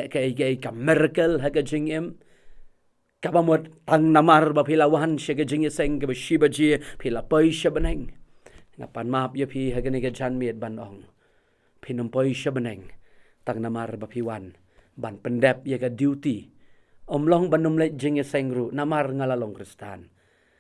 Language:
Khasi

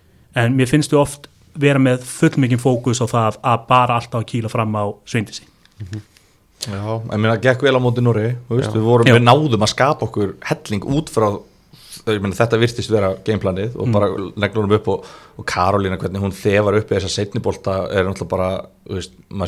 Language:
Icelandic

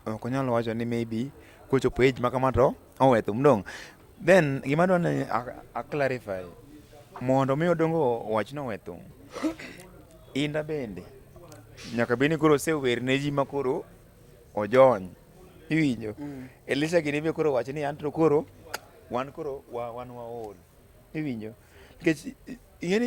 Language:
Luo (Kenya and Tanzania)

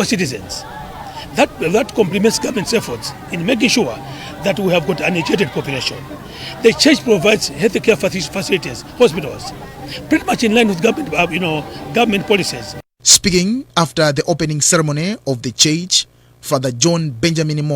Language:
English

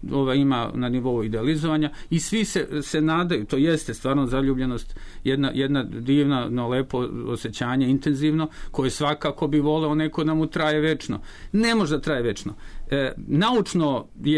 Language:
Serbian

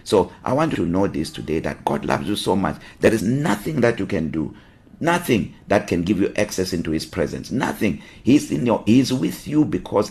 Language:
English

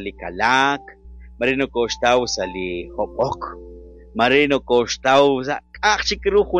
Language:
Kekchí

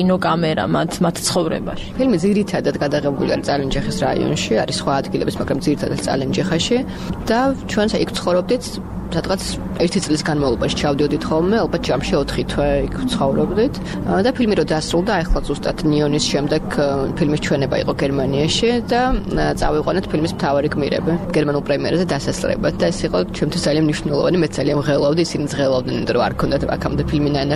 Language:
Georgian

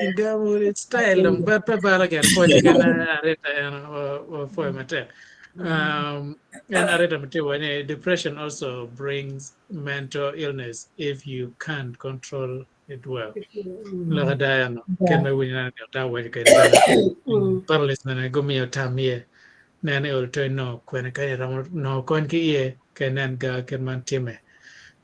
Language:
Acoli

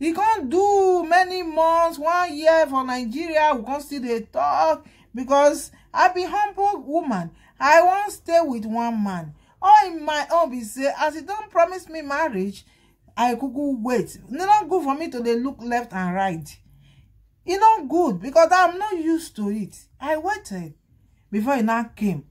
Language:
Nigerian Pidgin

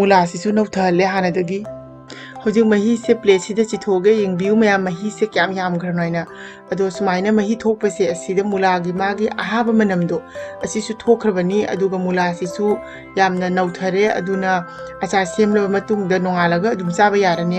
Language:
Manipuri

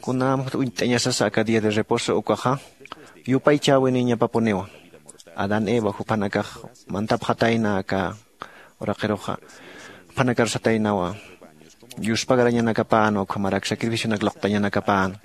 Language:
Aymara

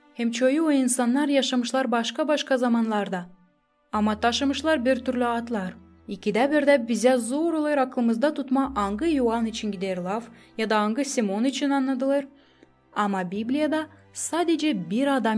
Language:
Gagauz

